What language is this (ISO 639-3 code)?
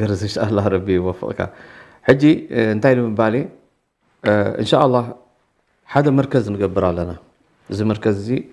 tir